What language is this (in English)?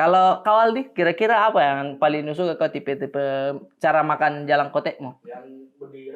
Makassar Malay